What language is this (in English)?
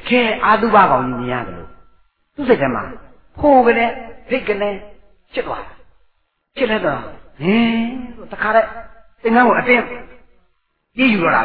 Burmese